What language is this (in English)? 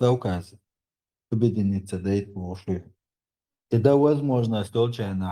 Chechen